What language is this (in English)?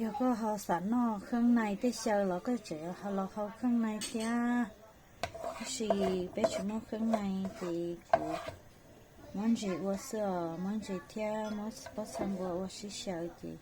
Hmong